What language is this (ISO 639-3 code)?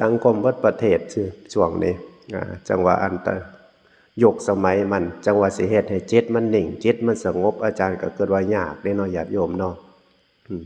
tts